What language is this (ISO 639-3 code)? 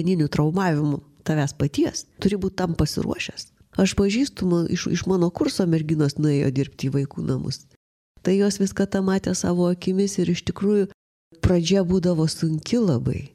lit